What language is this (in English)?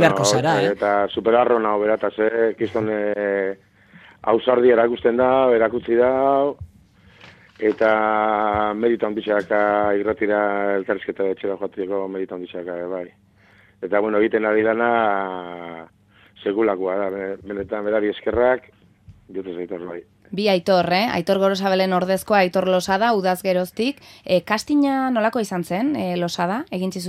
Basque